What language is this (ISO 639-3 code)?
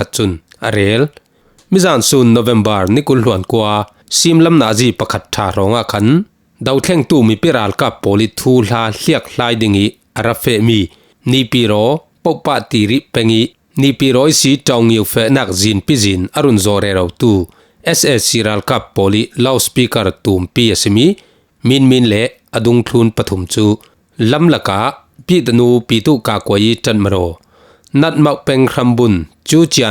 cfm